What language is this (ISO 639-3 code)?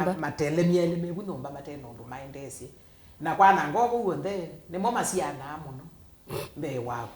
kam